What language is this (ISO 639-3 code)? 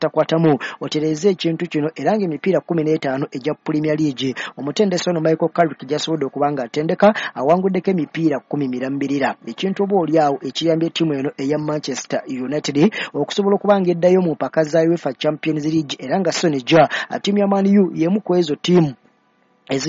lug